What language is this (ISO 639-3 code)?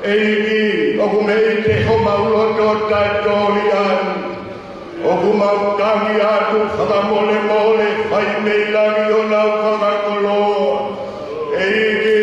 ton